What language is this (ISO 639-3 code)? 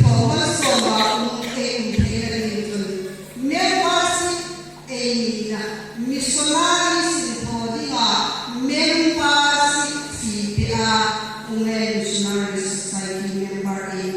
hmr